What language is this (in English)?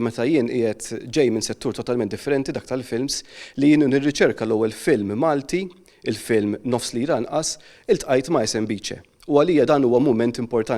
Maltese